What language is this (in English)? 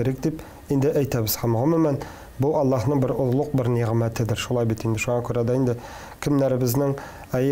Tatar